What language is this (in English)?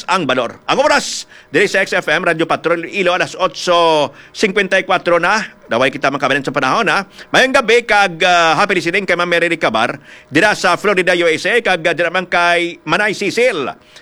Hiligaynon